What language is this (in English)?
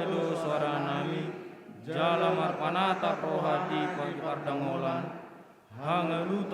Batak Toba